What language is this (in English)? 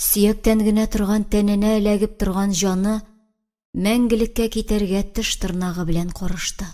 Tatar